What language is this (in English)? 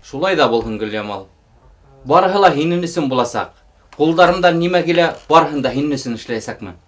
Bashkir